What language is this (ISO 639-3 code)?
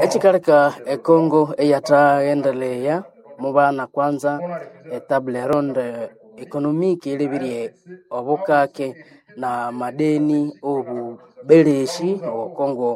nnb